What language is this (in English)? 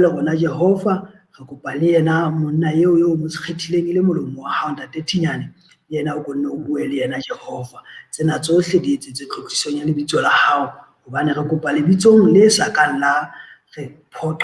Southern Sotho